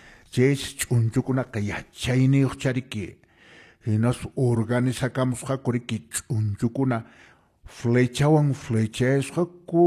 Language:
Quechua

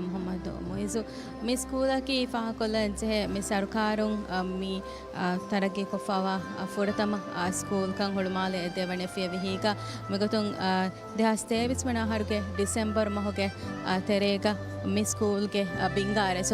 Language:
Divehi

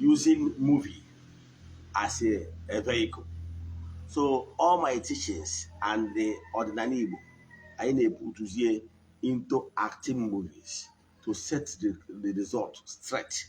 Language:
Igbo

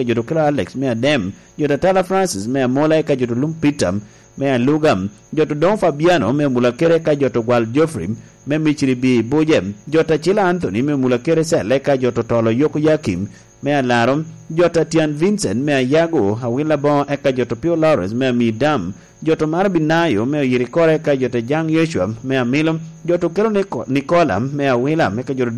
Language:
Lango (Uganda)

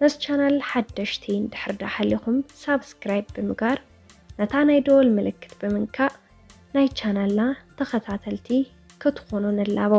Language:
Tigrinya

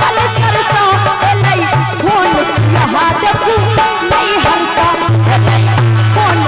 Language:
Maithili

